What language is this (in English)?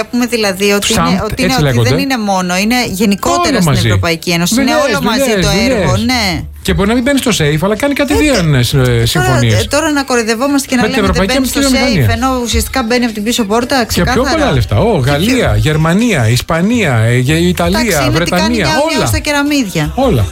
Greek